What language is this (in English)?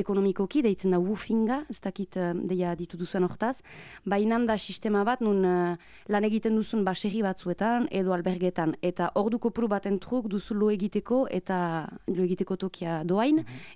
Basque